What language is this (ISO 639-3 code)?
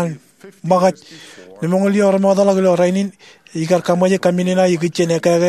mah